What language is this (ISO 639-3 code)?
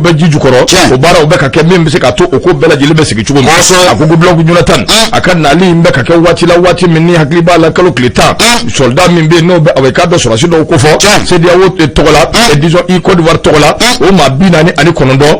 bam